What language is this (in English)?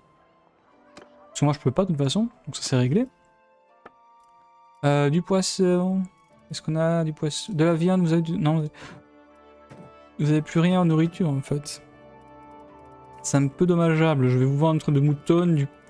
French